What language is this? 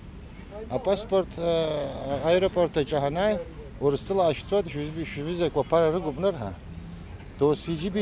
Abkhazian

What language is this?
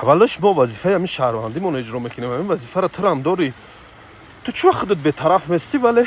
Tajik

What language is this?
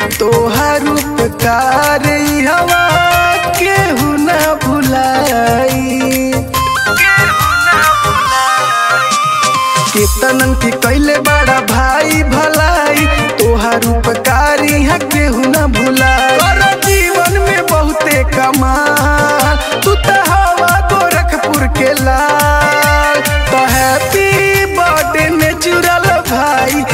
Bhojpuri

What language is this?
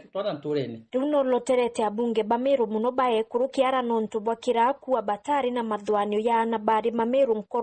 Meru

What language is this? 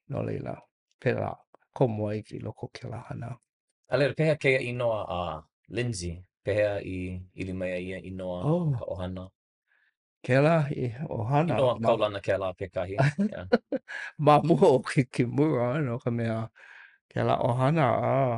Hawaiian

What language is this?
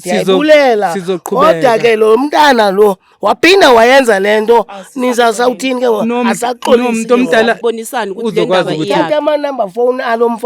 Zulu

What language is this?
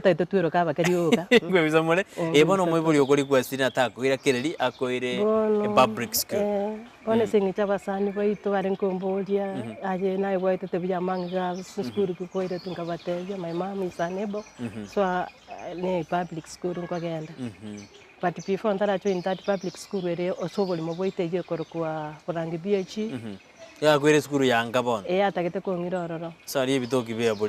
Gusii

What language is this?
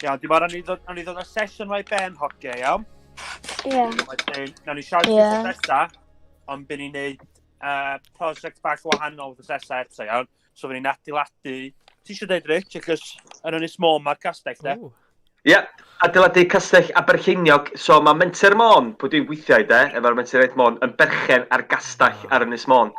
Welsh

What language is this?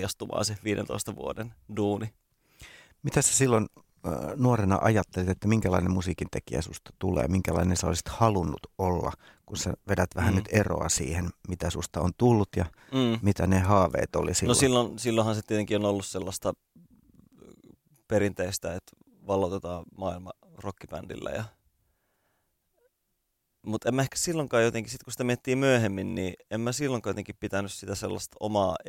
Finnish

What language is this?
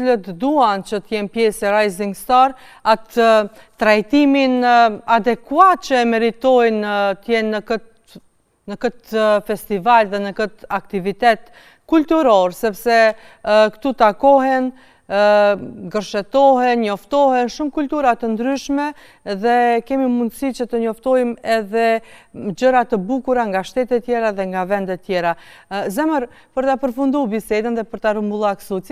Albanian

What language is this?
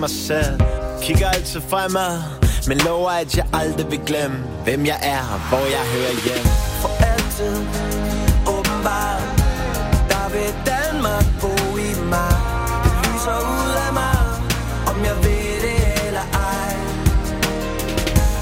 Danish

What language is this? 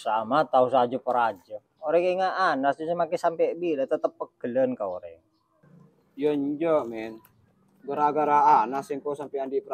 Madurese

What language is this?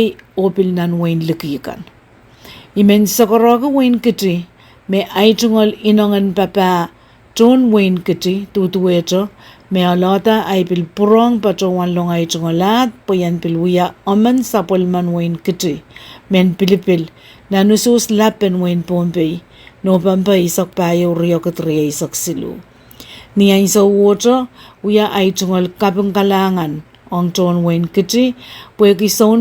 Pohnpeian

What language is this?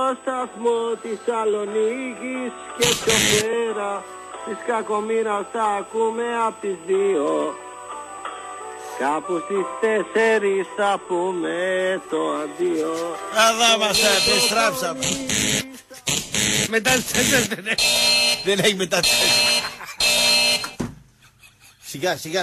Greek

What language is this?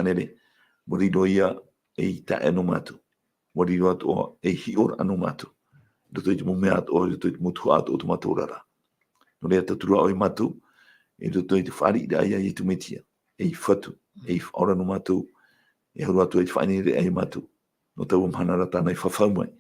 Tahitian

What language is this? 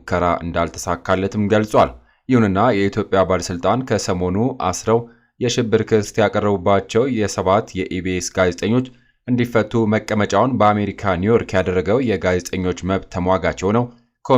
Amharic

